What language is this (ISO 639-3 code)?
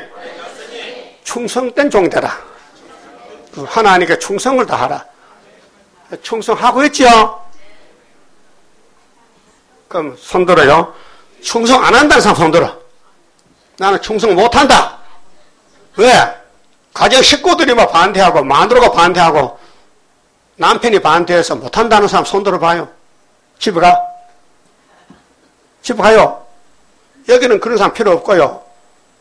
kor